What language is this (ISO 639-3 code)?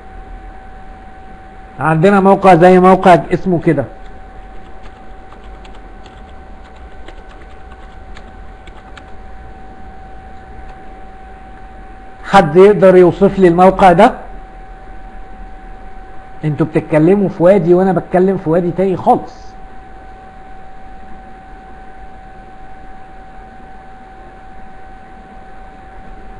arz